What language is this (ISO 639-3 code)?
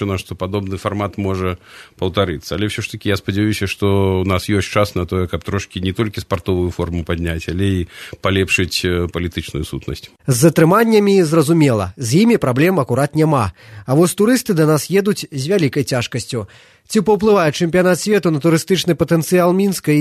bel